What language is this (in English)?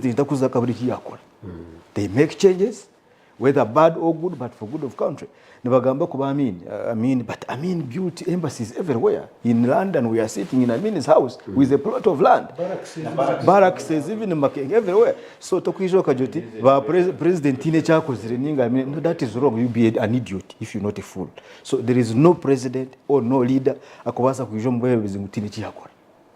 Nyankole